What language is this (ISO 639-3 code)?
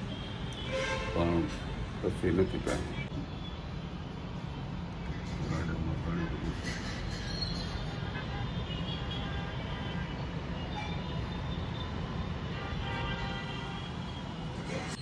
guj